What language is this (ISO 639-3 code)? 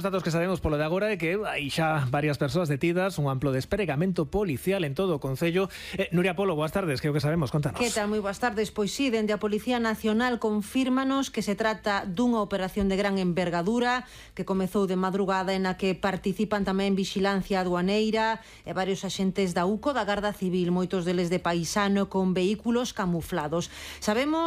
glg